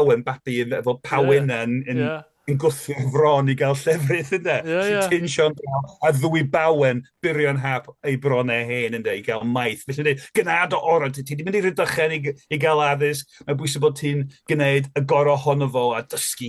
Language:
Welsh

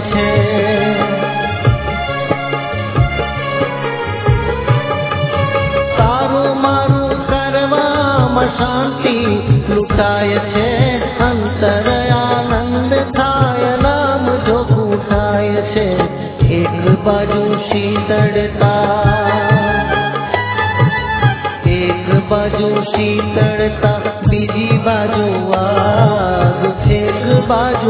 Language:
Gujarati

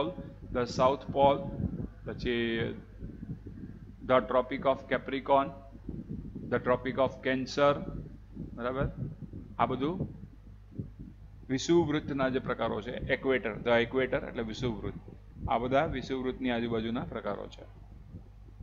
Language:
Gujarati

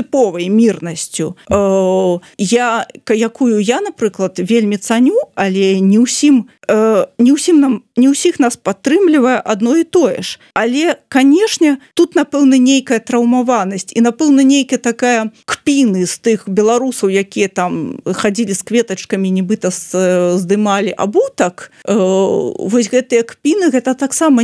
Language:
Belarusian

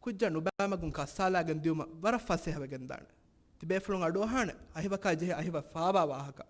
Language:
Divehi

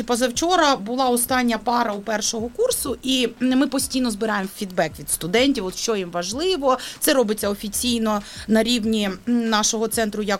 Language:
Ukrainian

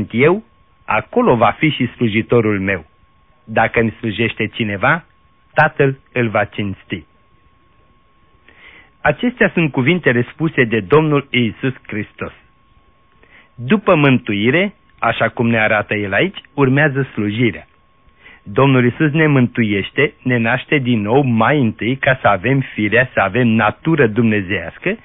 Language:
Romanian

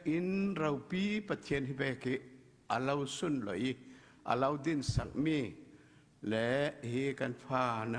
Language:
Falam Chin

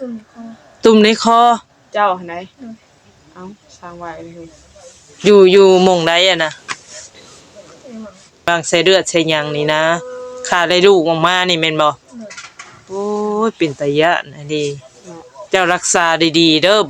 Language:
Northeastern Thai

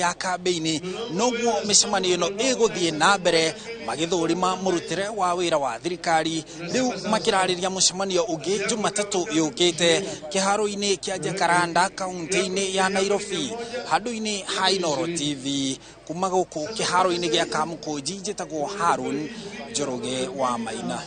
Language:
Kikuyu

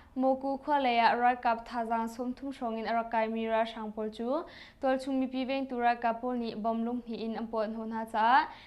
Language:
Hakha Chin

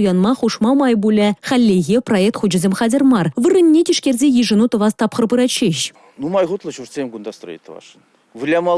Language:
Chuvash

